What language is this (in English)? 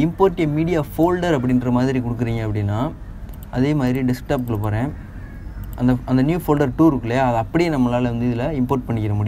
Tamil